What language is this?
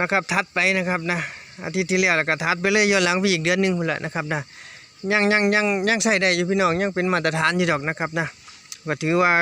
Northeastern Thai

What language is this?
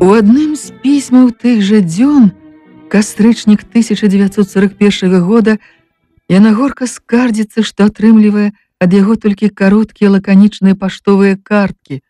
Belarusian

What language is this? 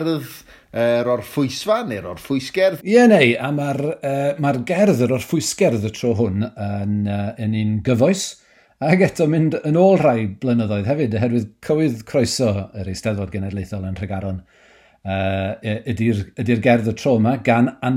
Welsh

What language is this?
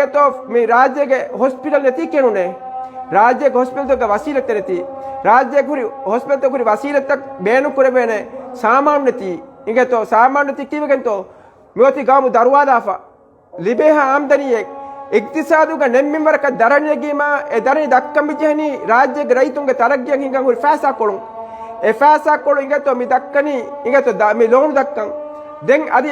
Divehi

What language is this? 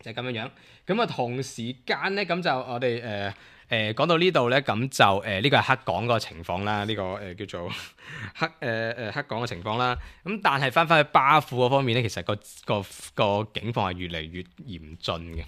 Cantonese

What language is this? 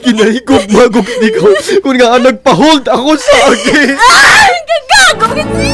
Hiligaynon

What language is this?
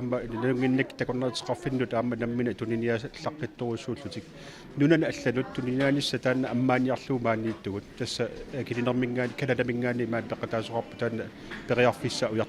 Kalaallisut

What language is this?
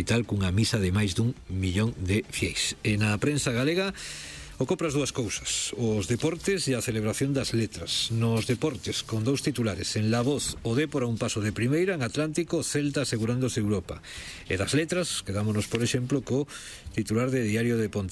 Galician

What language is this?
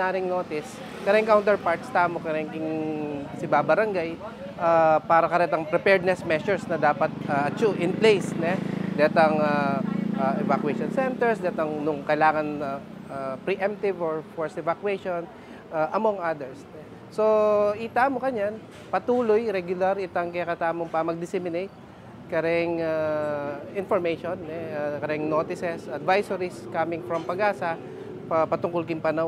Pampanga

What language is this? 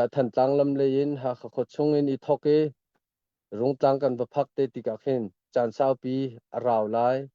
Hakha Chin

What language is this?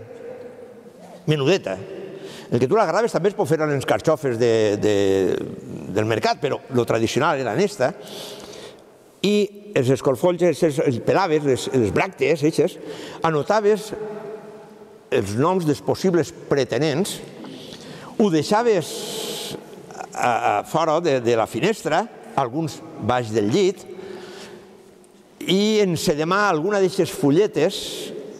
Catalan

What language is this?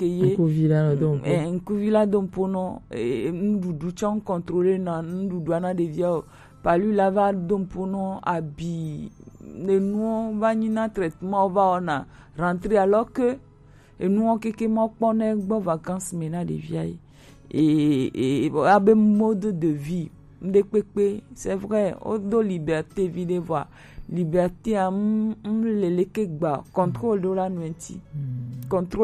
Gen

